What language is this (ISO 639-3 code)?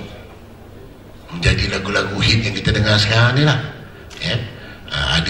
msa